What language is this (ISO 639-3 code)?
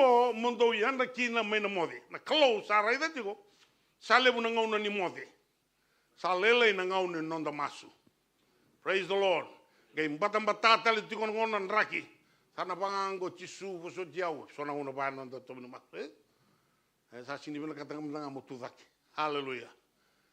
fij